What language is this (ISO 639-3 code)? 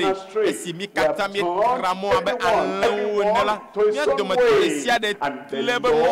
ewe